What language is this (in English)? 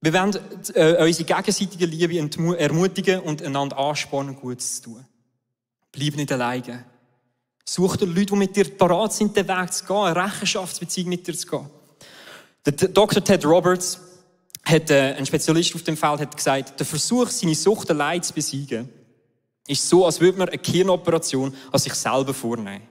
Swiss German